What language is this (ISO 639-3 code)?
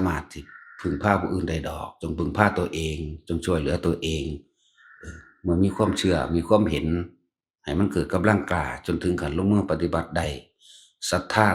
tts